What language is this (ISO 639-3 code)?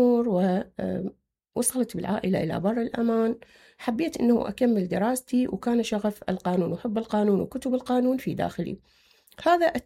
acm